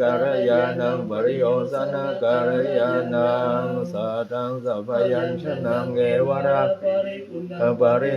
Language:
Pali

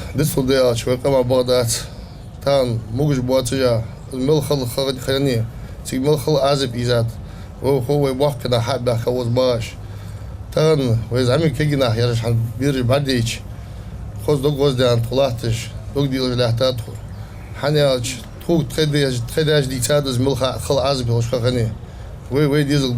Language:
Ingush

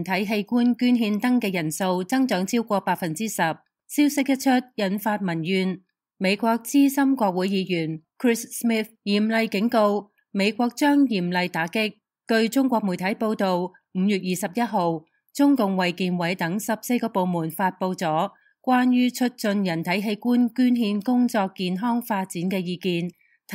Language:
Cantonese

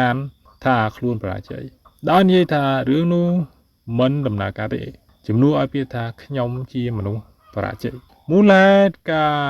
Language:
Khmer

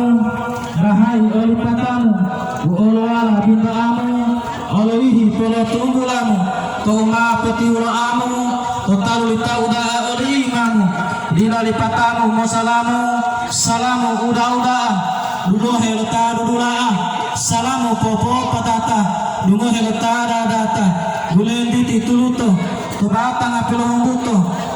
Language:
Gorontalo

